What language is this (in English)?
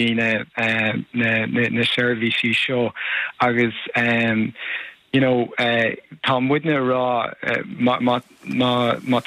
Irish